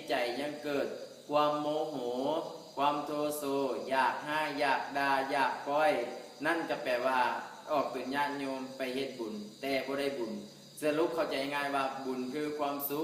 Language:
Northeastern Thai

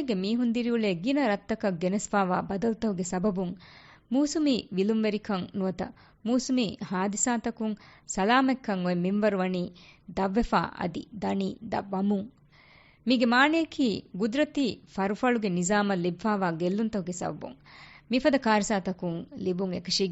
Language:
Divehi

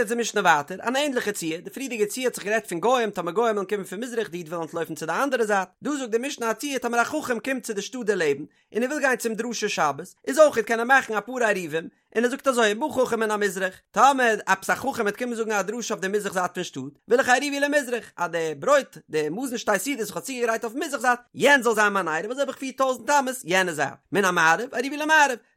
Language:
Yiddish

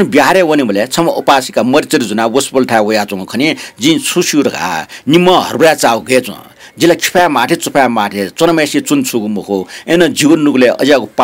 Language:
Newari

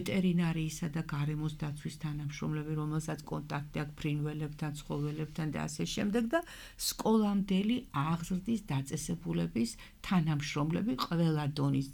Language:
Georgian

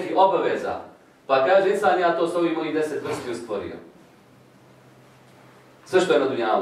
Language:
Bosnian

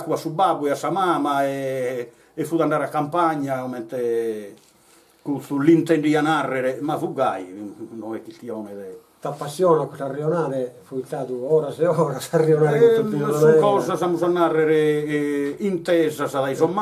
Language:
Sardinian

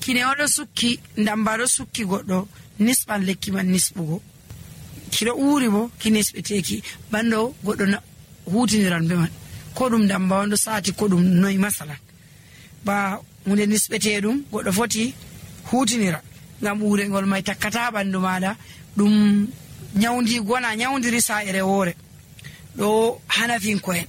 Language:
Nigerian Fulfulde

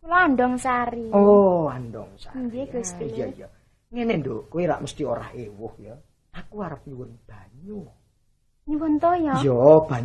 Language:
Javanese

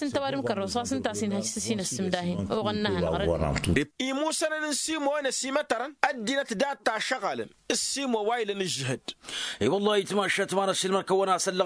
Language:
Tamasheq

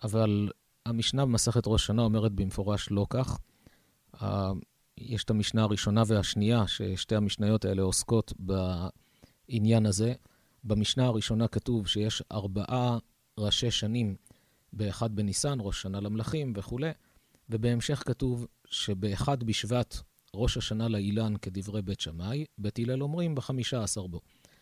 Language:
Hebrew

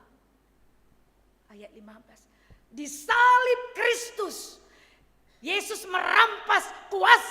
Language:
Batak Karo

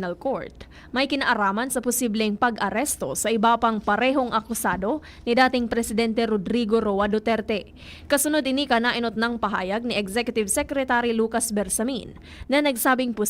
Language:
Bikol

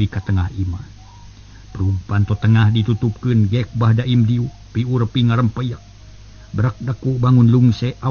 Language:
Sundanese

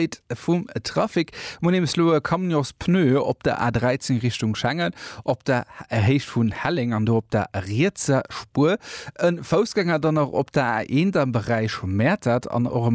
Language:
Luxembourgish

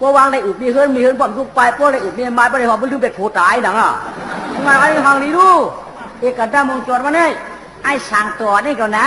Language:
Shan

